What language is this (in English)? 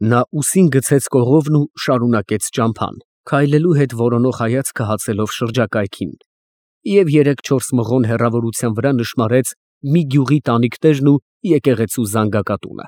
Armenian